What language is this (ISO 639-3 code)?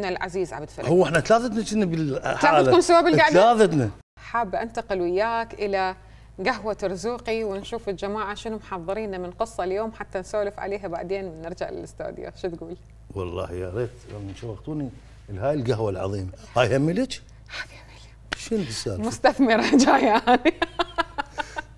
acm